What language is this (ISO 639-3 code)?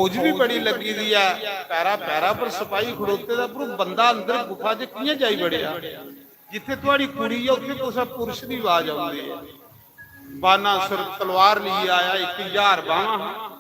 doi